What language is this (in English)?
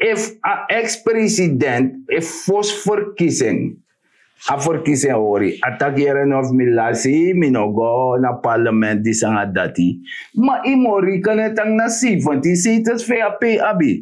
Sranan Tongo